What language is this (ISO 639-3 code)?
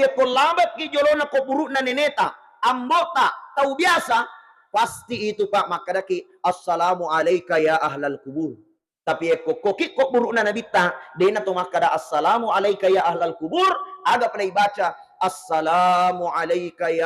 bug